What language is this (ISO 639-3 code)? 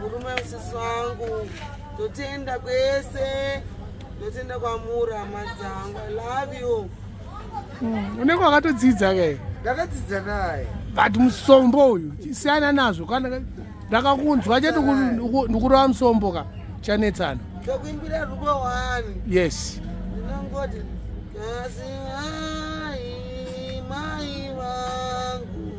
sna